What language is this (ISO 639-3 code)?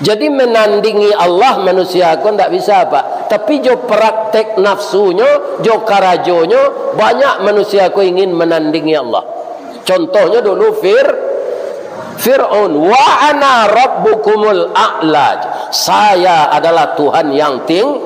min